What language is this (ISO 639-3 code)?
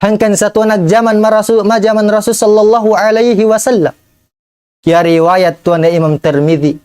tsg